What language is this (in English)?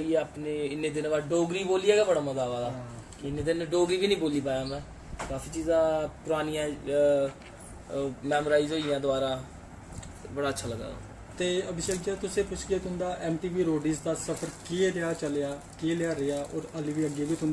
Dogri